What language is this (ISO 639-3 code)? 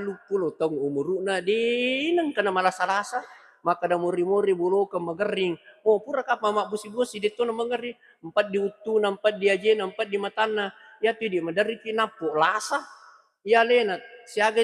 bug